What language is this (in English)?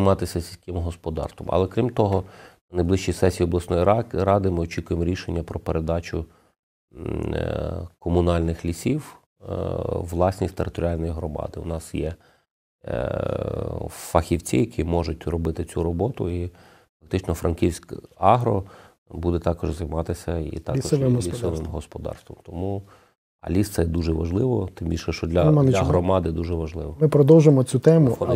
Ukrainian